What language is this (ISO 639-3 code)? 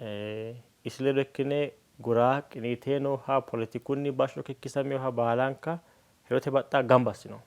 sid